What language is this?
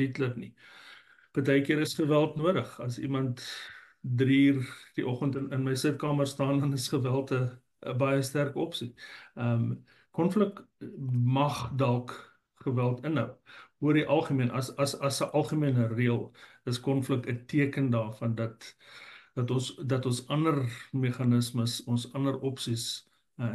Afrikaans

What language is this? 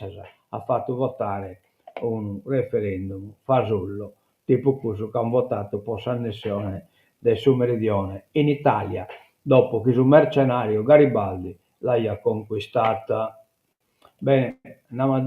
Sardinian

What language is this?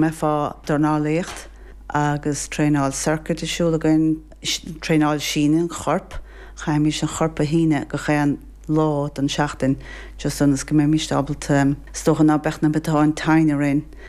Irish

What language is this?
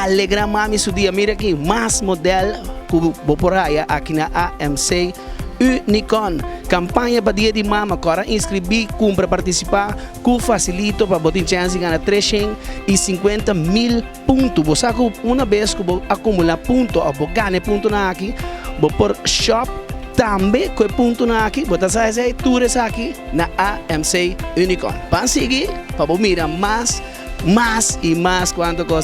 Papiamento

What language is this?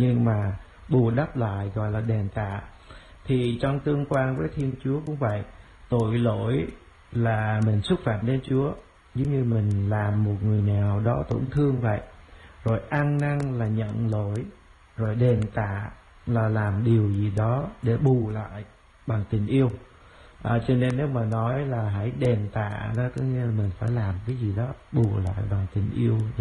Vietnamese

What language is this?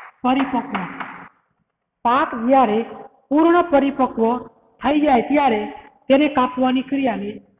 Gujarati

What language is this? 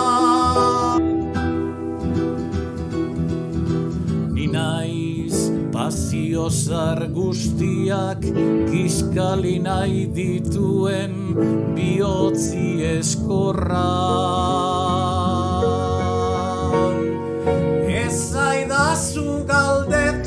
Basque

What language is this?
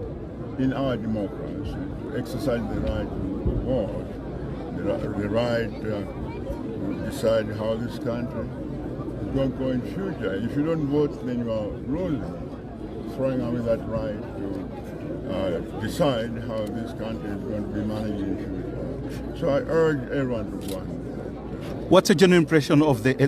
Nyanja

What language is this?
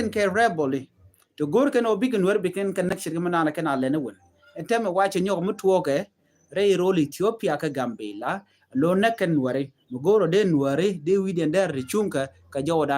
Nuer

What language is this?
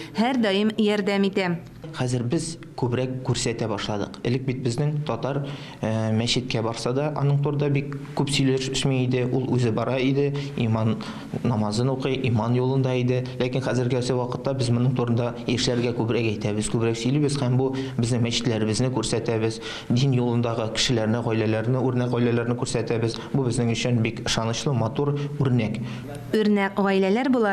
Tatar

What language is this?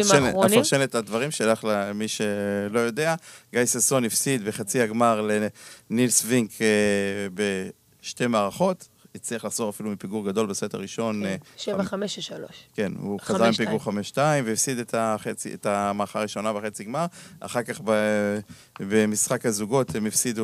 Hebrew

